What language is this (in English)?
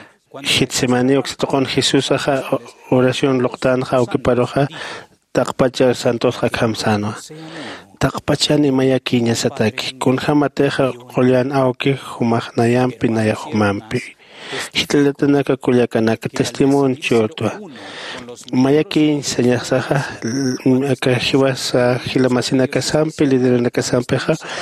Aymara